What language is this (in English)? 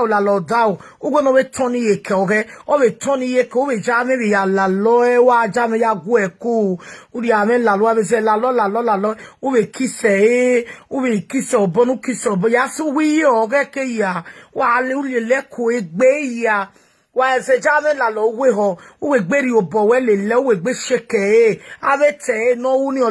Nigerian Pidgin